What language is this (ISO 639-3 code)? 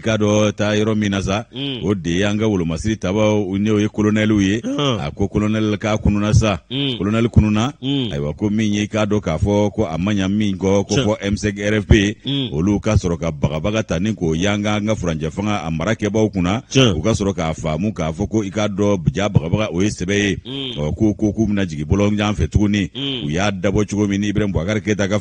bam